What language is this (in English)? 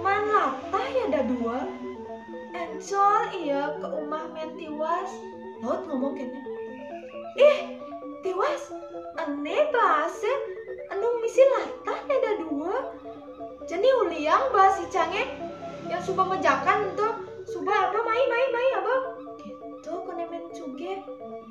Balinese